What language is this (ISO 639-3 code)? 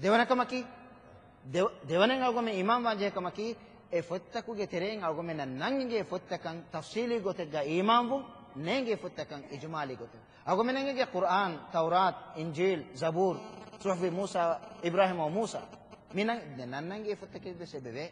div